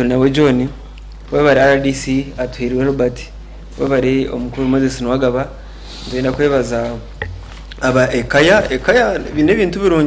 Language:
Nyankole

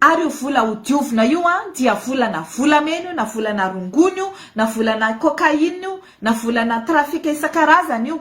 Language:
Malagasy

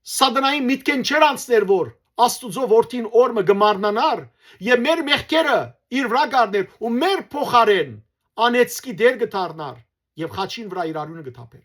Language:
Western Armenian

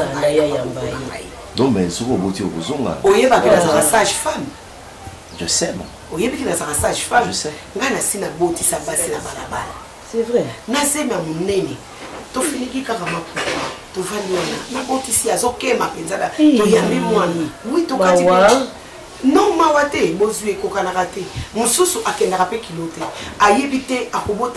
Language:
Lingala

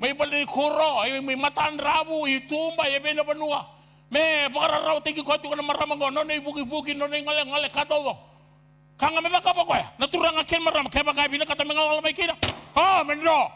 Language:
Fijian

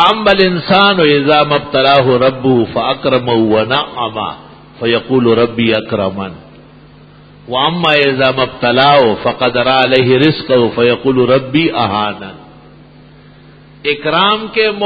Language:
Urdu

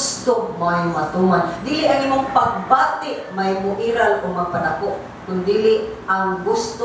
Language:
Cebuano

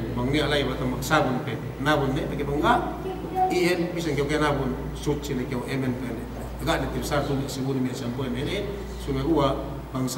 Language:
Yakan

